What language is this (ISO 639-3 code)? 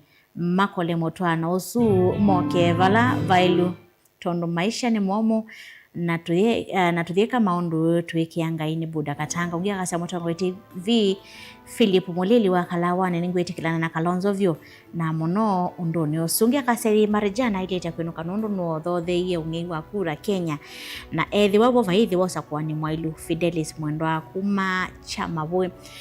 kam